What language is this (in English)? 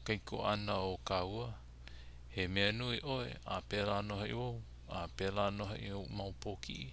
Hawaiian